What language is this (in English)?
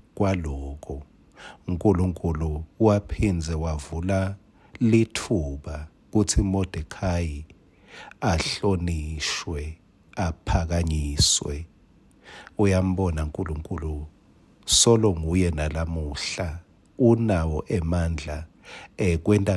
Swati